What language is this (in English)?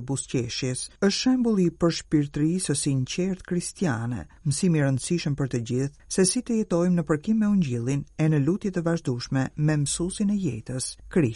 Albanian